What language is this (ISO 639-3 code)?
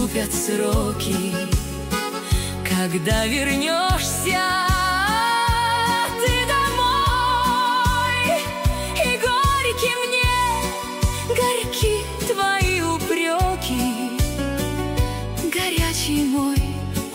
rus